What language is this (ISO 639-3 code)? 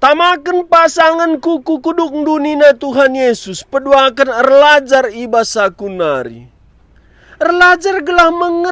btx